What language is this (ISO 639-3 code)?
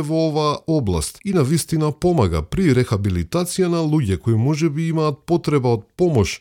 mkd